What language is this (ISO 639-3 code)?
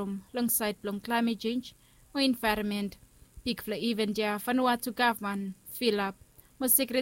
bis